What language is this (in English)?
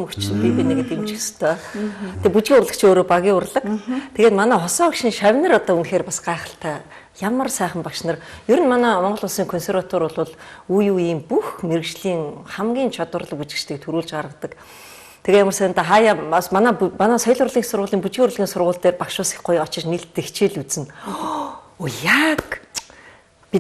Mongolian